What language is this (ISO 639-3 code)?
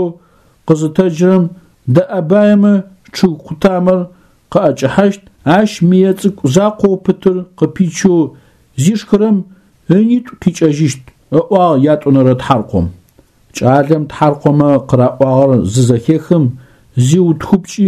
ady